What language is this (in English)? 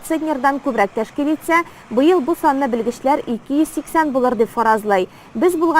Tatar